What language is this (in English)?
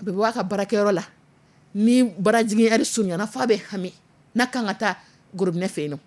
Dyula